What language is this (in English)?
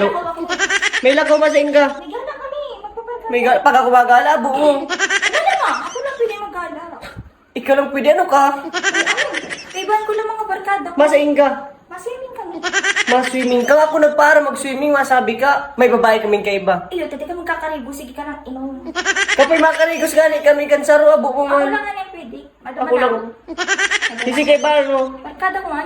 Bikol